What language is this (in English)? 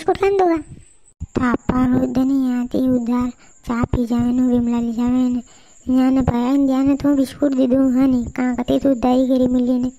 Rajasthani